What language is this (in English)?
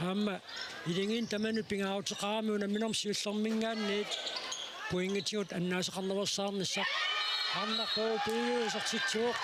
Kalaallisut